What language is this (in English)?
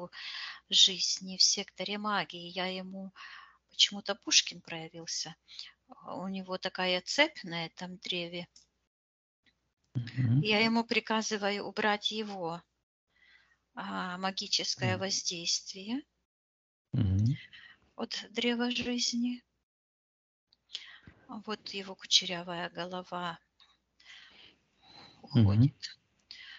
Russian